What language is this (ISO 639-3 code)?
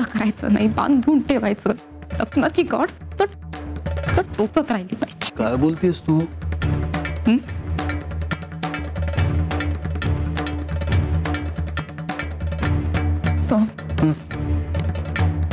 mar